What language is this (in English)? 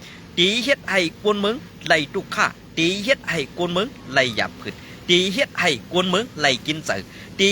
Shan